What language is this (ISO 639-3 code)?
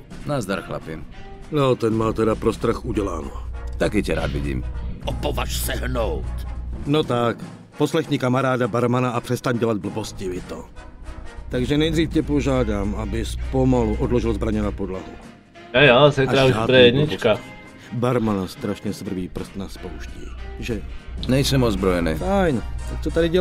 ces